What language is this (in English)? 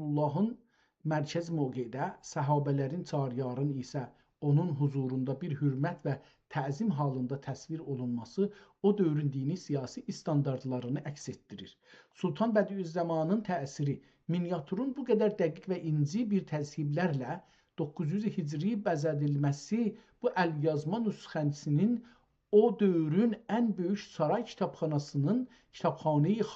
South Azerbaijani